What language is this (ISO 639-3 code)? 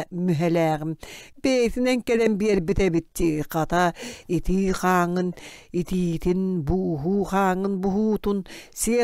sah